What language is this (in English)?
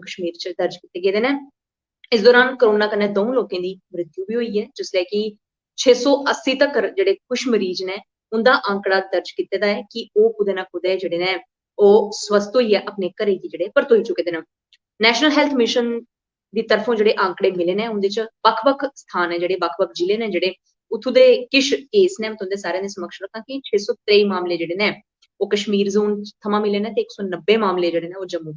Dogri